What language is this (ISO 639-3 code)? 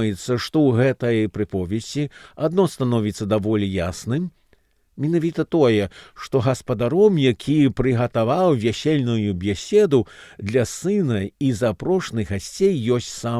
bel